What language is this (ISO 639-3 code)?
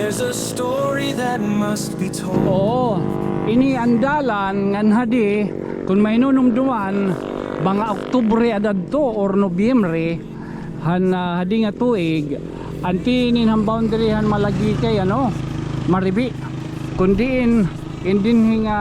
war